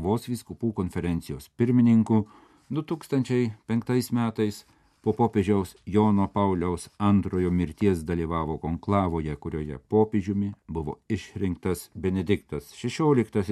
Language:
Lithuanian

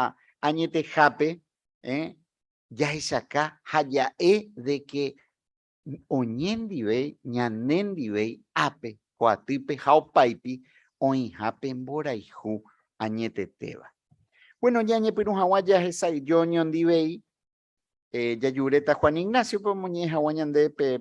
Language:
Guarani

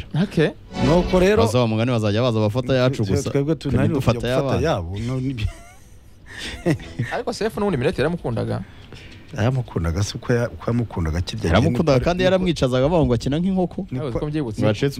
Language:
Kinyarwanda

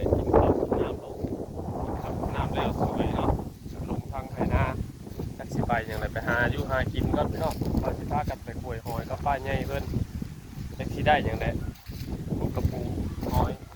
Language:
Northeastern Thai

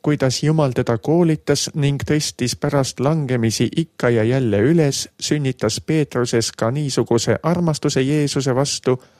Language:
Estonian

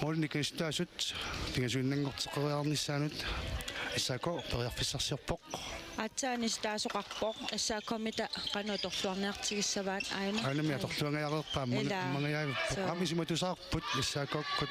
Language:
Kalaallisut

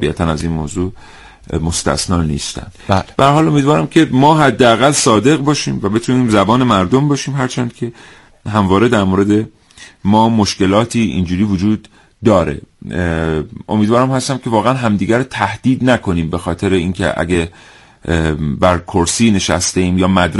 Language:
Persian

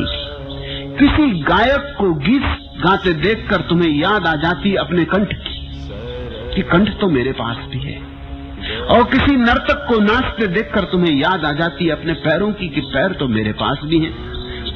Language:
Hindi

